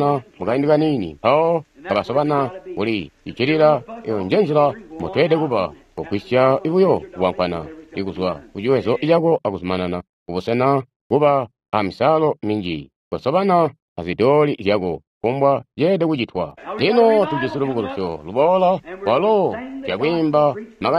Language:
Tonga (Zambia)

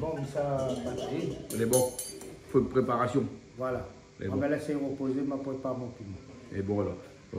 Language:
Réunion Creole French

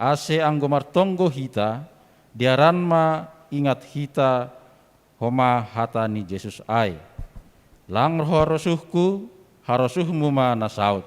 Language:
Batak Simalungun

